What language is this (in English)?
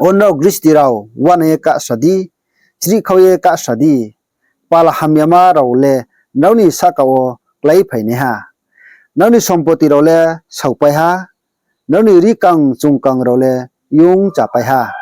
Riang (India)